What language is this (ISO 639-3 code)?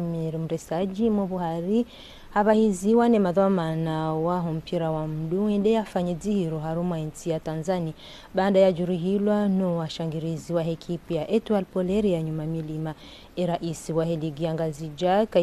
zdj